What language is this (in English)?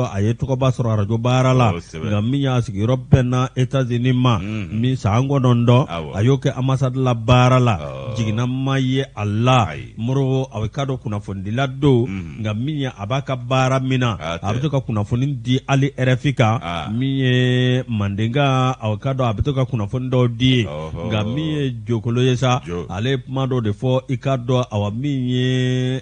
Bambara